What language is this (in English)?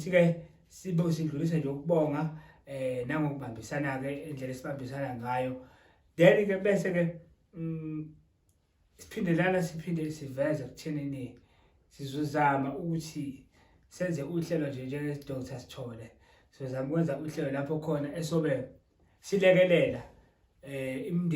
Zulu